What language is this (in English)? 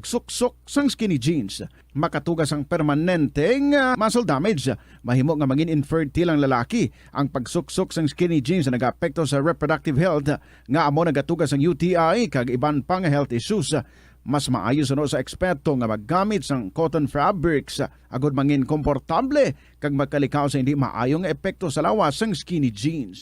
Hiligaynon